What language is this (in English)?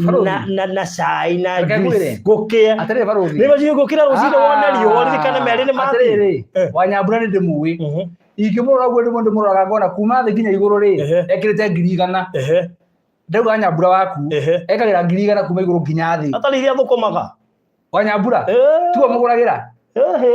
Kikuyu